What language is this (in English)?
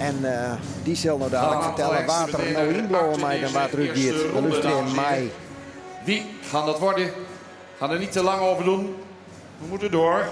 Western Frisian